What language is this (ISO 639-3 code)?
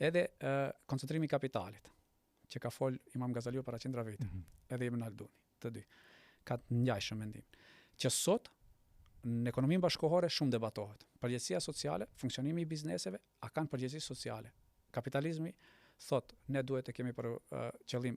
sqi